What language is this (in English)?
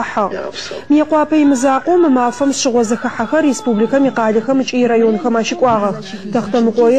Adyghe